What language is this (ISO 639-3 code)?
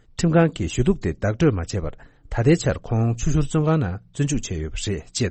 bod